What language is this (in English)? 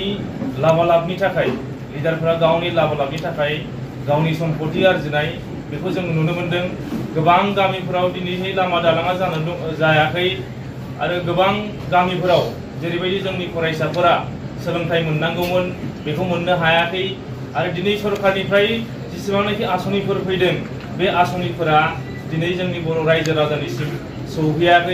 Bodo